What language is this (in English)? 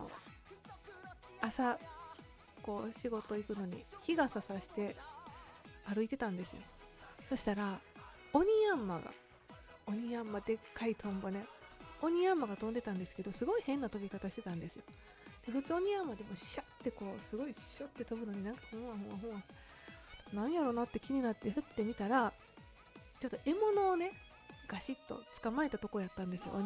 Japanese